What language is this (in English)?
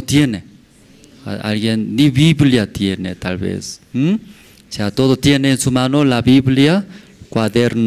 South Bolivian Quechua